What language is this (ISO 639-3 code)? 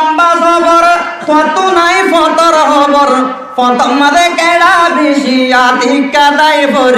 rhg